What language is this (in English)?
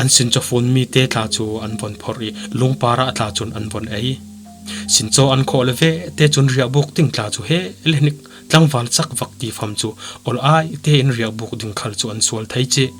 Falam Chin